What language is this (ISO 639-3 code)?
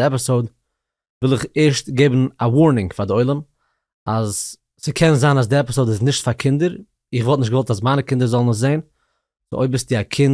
yid